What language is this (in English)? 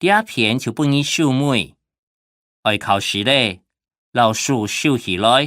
Hakka Chinese